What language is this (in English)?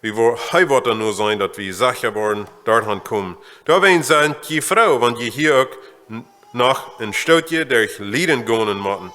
Plautdietsch